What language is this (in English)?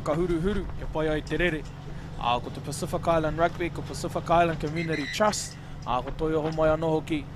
Māori